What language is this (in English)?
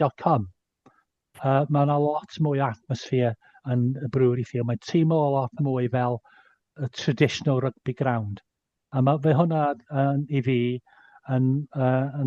Welsh